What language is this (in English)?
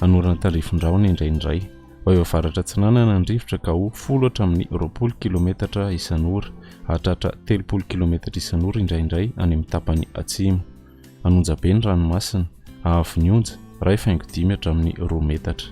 Malagasy